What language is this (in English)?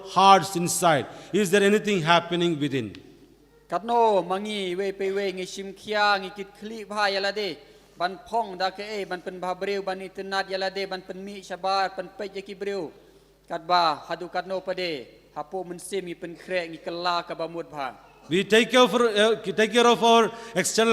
Khasi